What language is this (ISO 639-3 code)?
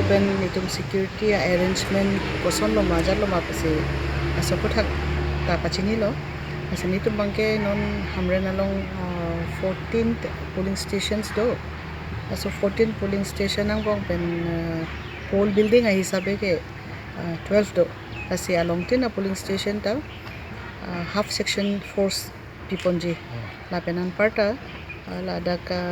mjw